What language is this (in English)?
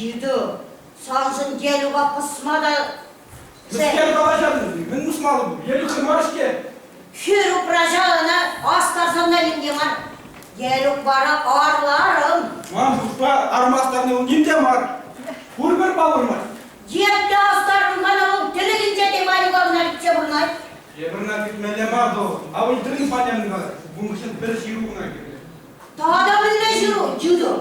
Chuvash